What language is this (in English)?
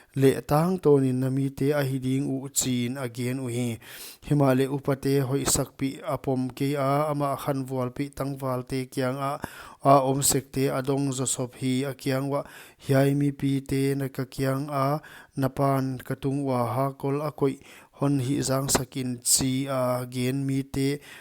Paite Chin